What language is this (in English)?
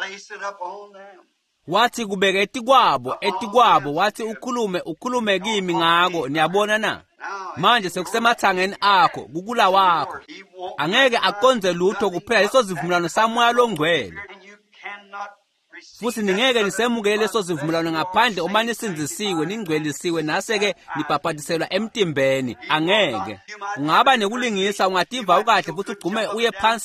Swati